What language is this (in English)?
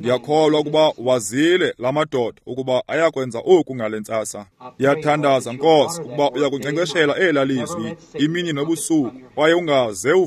Xhosa